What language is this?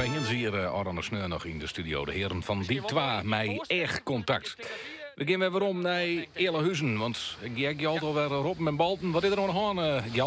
Western Frisian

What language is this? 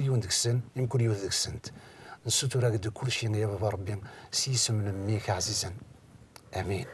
Kabyle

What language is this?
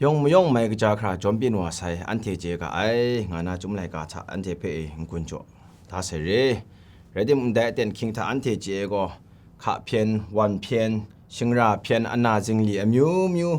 Kachin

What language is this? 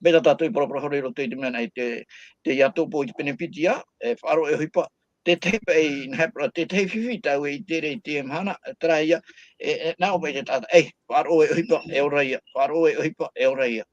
Tahitian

